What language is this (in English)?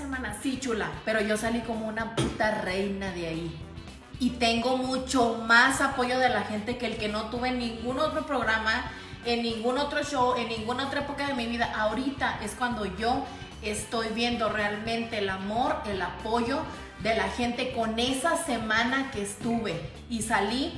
Spanish